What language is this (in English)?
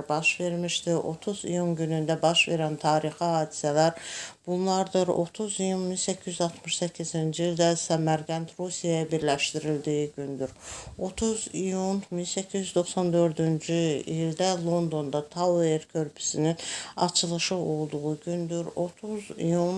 Azerbaijani